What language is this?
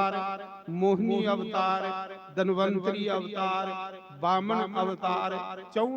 Dogri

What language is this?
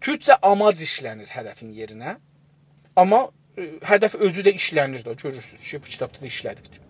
South Azerbaijani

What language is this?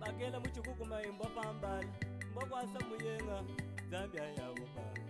Luba-Lulua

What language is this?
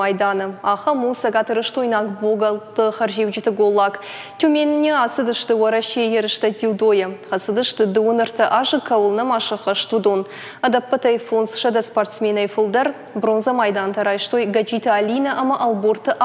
Ossetic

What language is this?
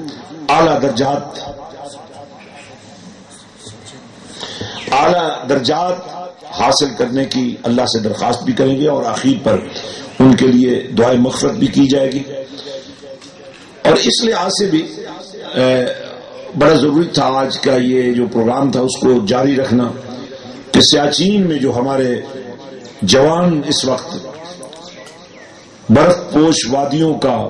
Urdu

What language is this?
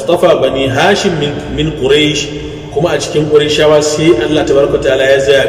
Hausa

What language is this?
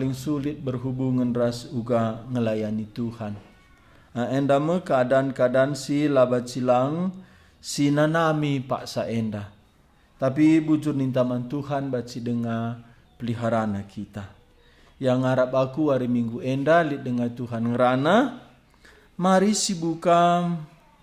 Batak Karo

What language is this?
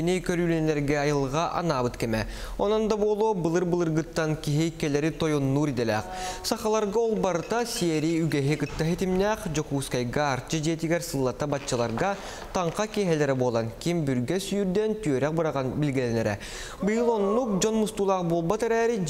Yakut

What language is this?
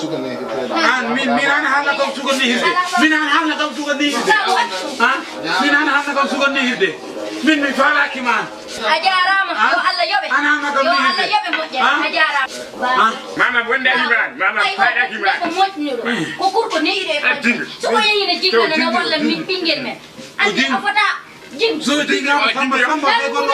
Fula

